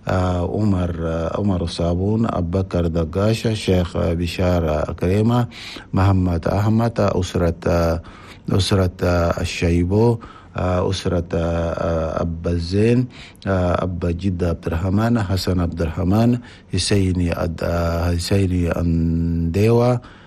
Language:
Chadian Arabic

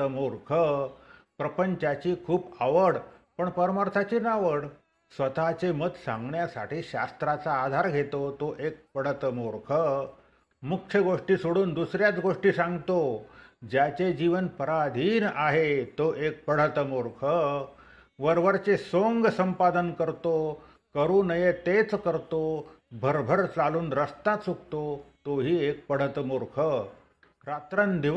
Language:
Marathi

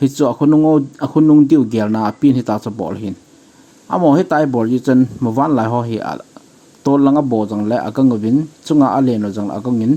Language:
Thado Chin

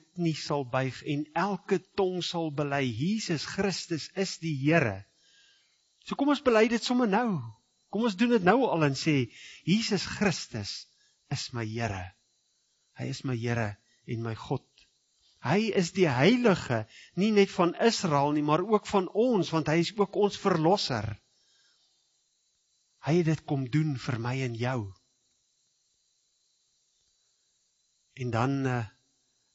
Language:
Afrikaans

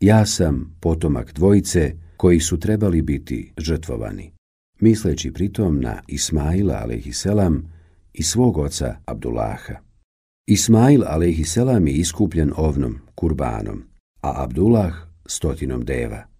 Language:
Bosnian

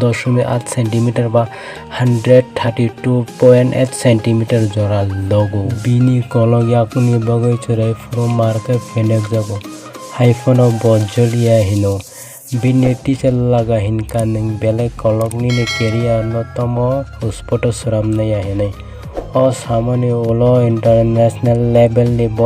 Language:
Kok Borok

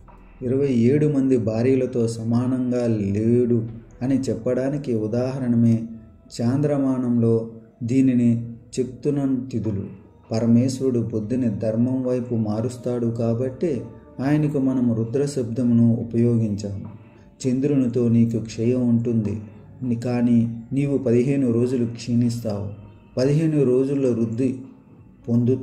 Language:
Telugu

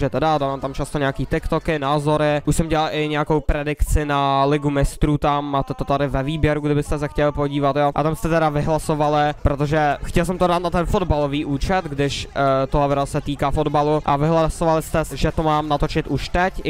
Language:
Czech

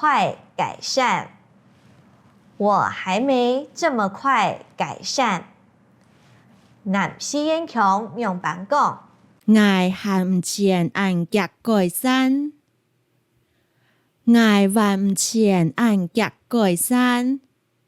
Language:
Hakka Chinese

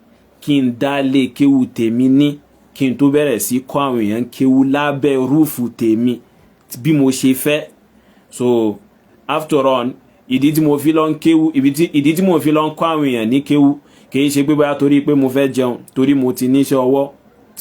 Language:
Yoruba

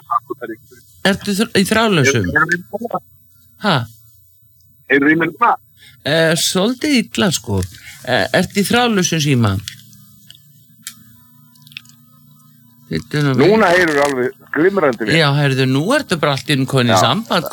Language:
Icelandic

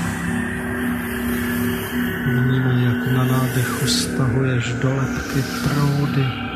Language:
Czech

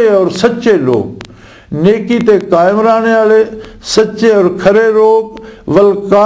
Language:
Western Panjabi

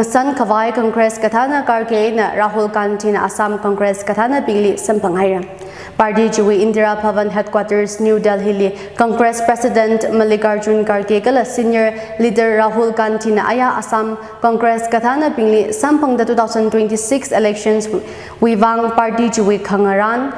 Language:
Tangkhul Naga (India)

